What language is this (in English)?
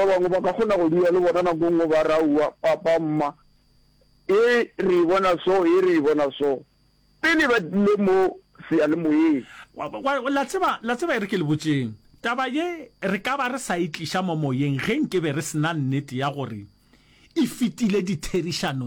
Northern Sotho